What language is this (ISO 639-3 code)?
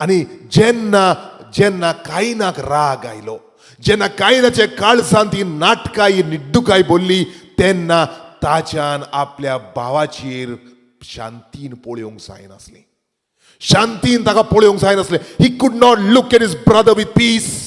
kok